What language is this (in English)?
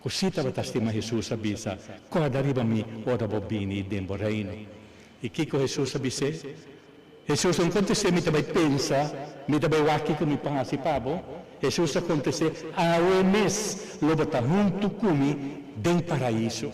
Papiamento